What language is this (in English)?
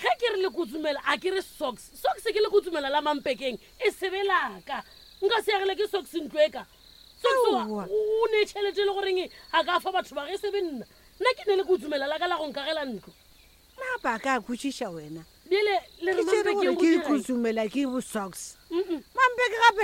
Northern Sotho